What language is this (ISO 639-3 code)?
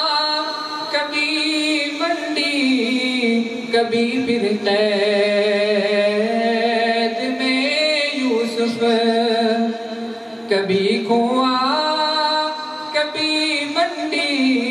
urd